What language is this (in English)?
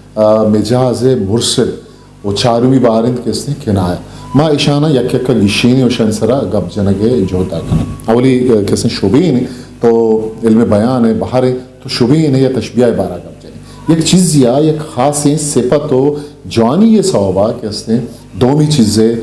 Eastern Balochi